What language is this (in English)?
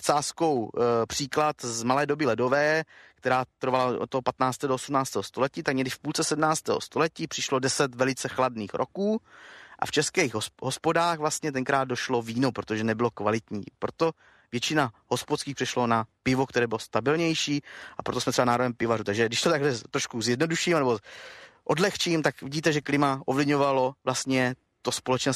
Czech